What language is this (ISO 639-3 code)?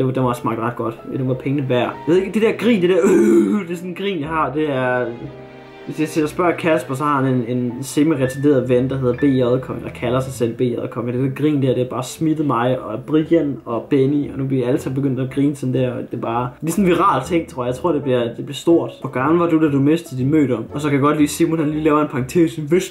dan